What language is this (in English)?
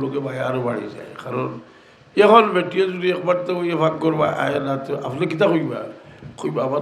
Sylheti